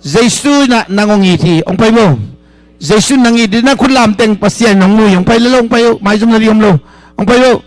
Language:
Tedim Chin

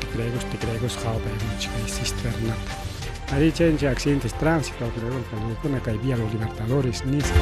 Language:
Ayacucho Quechua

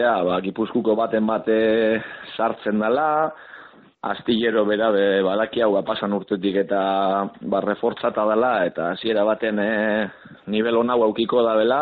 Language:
Basque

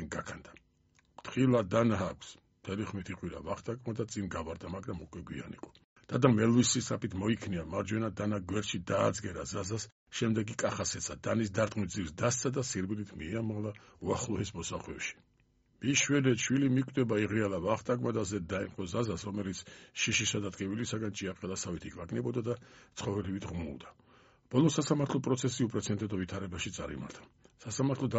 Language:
Georgian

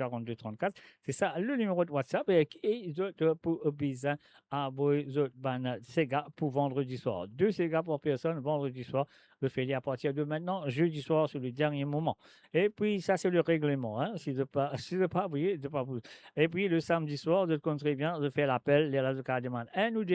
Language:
Morisyen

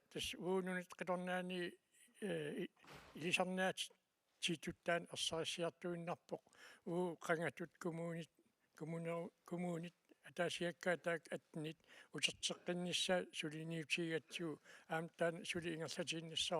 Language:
Kalaallisut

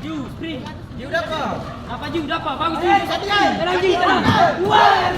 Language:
Ambonese Malay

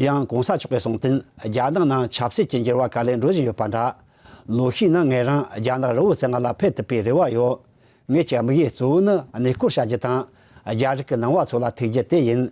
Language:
Tibetan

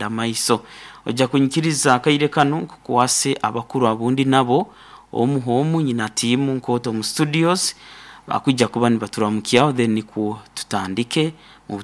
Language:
Nyoro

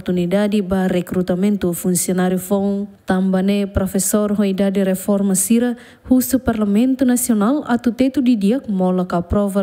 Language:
Tetum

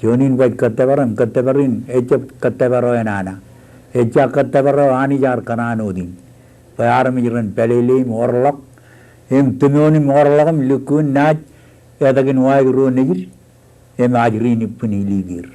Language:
Marshallese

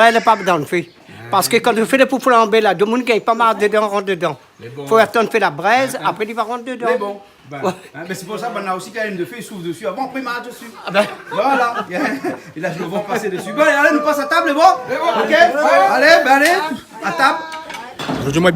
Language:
Réunion Creole French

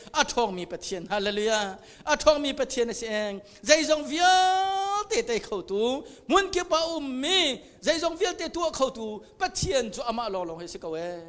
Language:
Hakha Chin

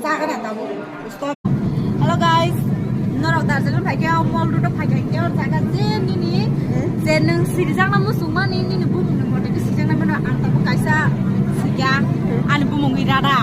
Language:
Kok Borok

